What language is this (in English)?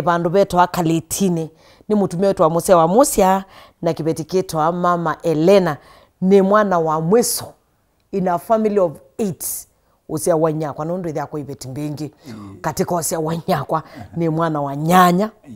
Kamba